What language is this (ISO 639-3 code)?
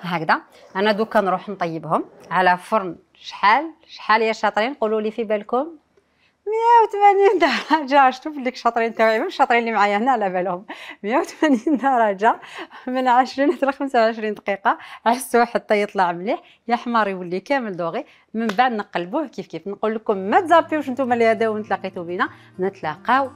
arq